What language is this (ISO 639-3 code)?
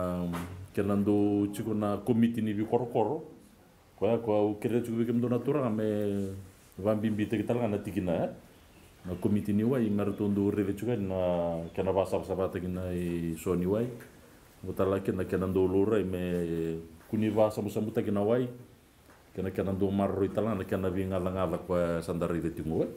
fij